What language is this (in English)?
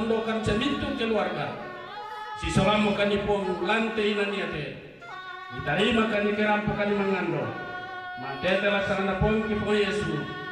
Toraja-Sa'dan